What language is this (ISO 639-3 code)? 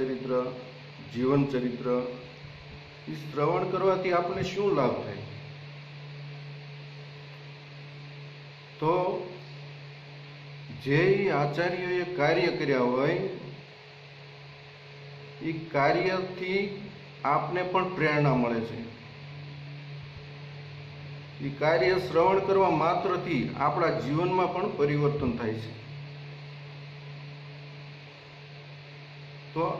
guj